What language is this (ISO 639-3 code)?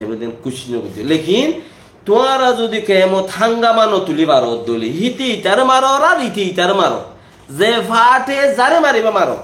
rhg